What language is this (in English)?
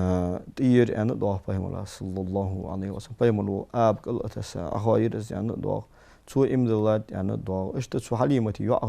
Ingush